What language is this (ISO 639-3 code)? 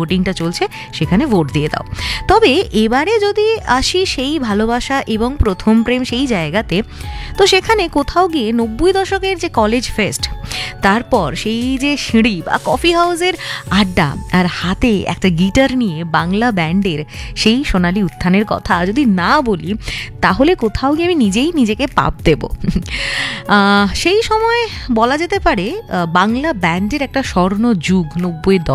ben